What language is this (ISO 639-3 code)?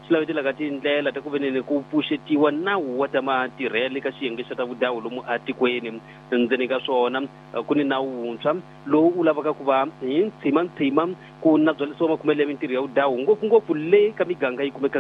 tso